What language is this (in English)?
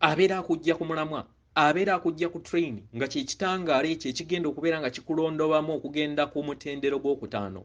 Ganda